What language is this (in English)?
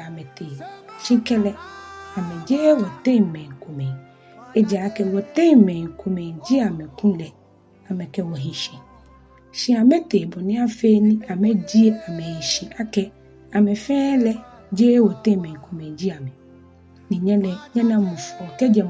Ga